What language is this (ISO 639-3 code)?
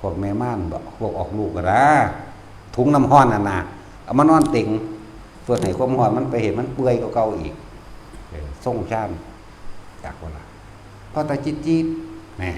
tts